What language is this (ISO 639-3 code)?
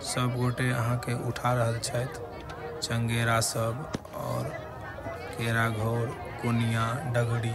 mai